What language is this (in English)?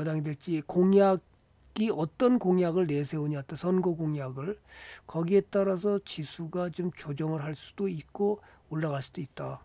Korean